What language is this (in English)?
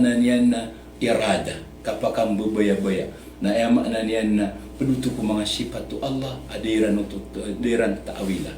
Maranao